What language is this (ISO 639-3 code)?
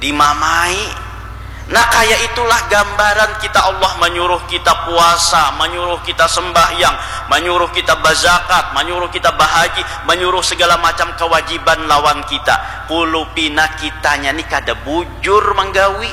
bjn